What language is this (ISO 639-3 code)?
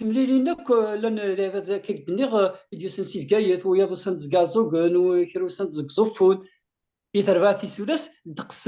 kab